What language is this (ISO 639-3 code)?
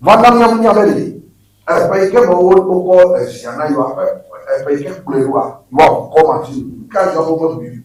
ewe